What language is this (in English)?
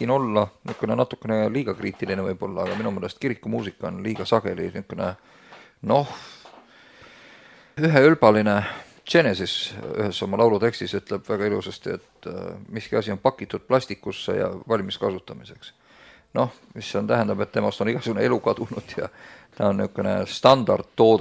Estonian